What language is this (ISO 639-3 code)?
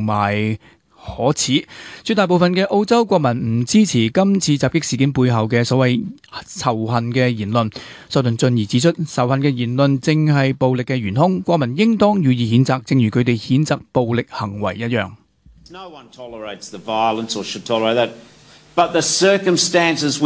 yue